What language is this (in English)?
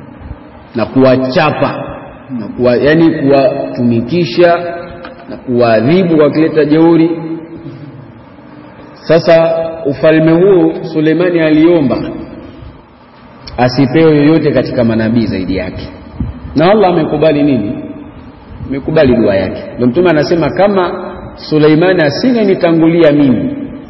Swahili